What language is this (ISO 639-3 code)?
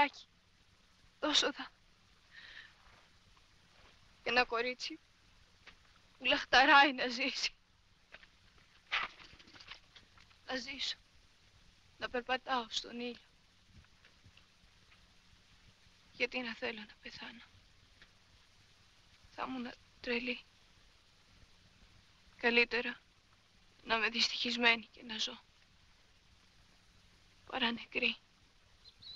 ell